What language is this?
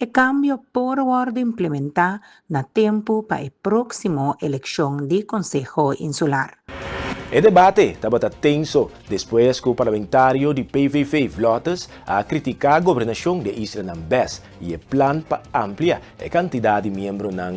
Papiamento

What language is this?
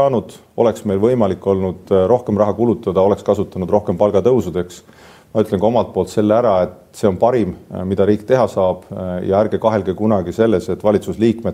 Estonian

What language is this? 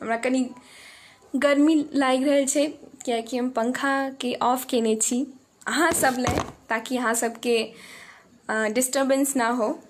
Maithili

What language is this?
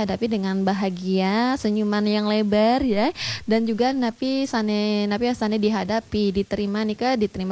Balinese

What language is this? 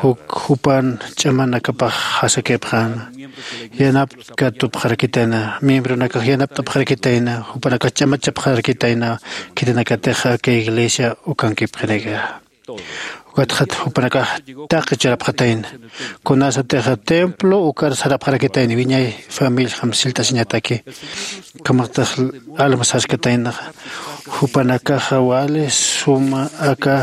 Aymara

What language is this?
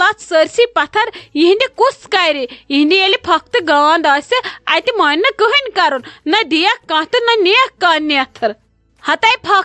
Kashmiri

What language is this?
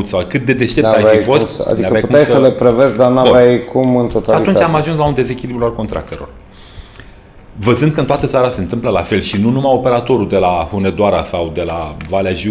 Romanian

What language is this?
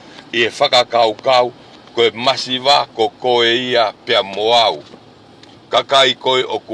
Tongan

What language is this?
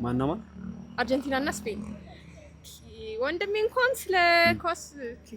Amharic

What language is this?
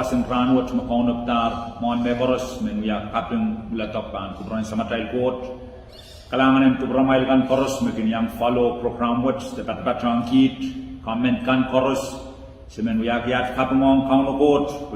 Pohnpeian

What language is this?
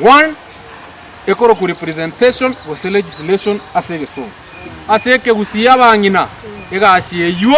Gusii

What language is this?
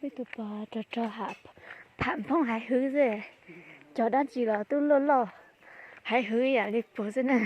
Hmong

